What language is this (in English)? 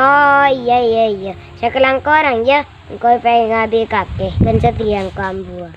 Madurese